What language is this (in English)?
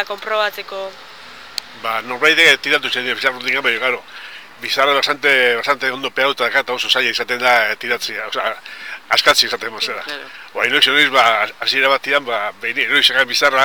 Basque